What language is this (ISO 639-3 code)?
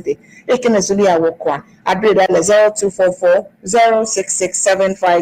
ewe